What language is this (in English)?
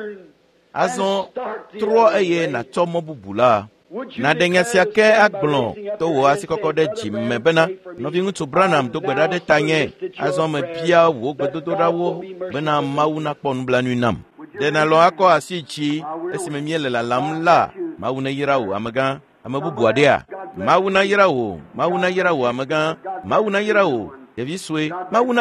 Ewe